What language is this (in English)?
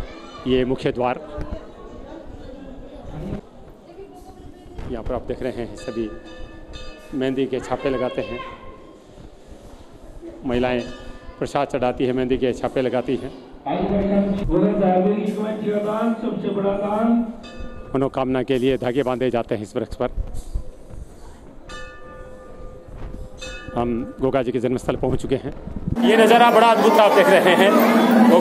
Hindi